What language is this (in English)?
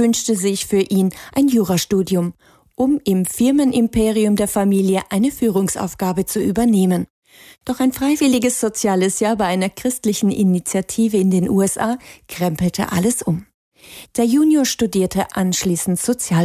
German